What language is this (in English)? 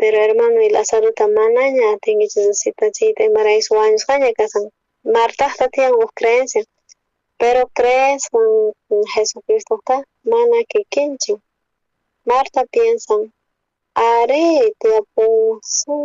South Bolivian Quechua